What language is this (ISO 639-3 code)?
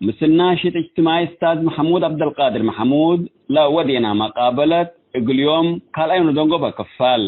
tig